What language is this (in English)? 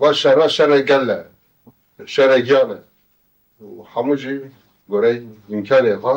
Kurdish